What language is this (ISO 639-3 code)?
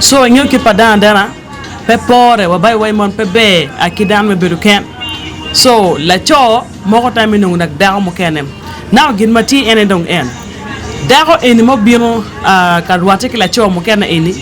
ach